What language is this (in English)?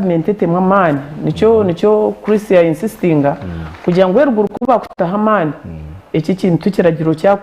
Nyankole